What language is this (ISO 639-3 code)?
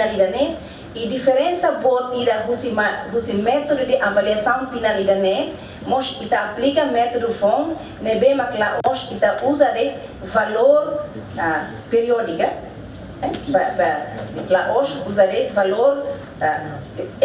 tet